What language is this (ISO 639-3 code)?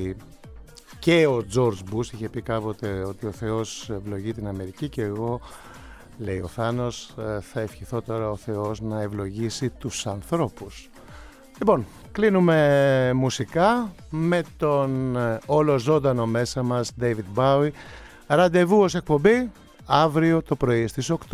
ell